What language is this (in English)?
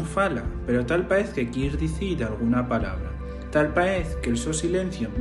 Asturian